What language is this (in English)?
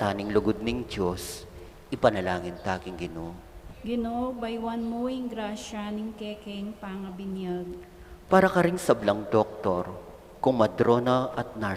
Pampanga